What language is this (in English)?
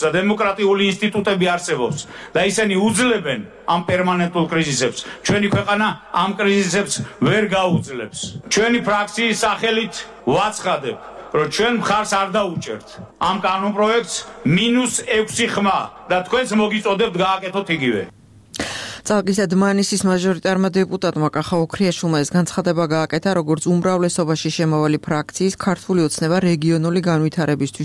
Georgian